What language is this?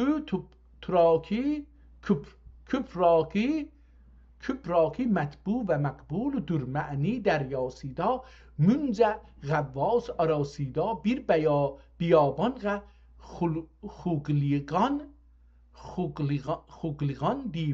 South Azerbaijani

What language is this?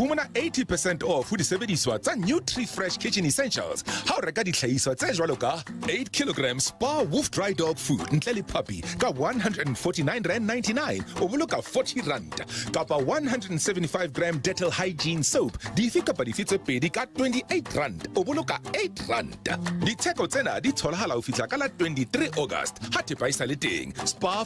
Southern Sotho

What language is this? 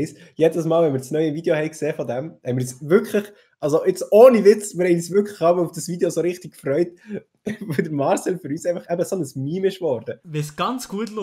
Swiss German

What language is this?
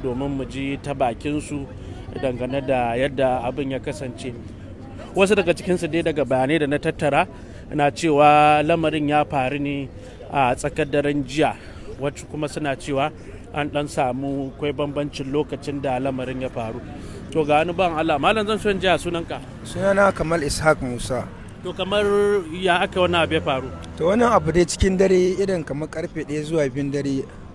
Hausa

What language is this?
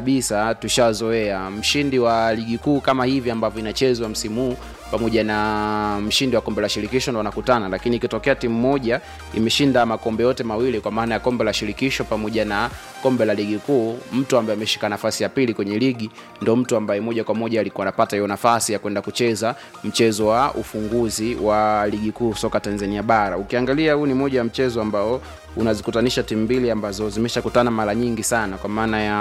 Swahili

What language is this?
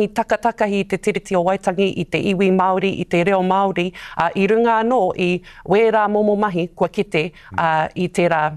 Māori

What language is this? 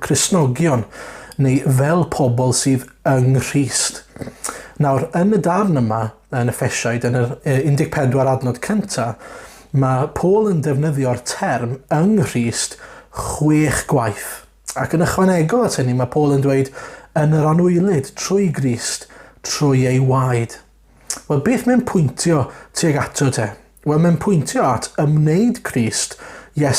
Welsh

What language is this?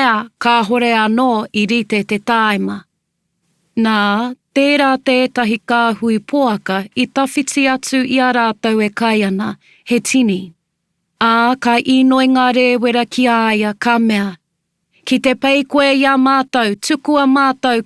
Māori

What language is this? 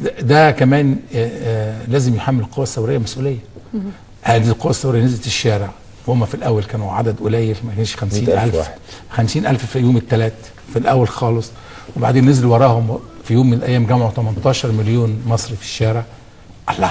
Egyptian Arabic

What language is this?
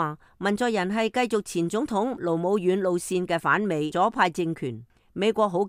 Cantonese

